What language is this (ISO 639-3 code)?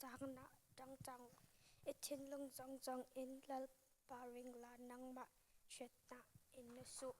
cnh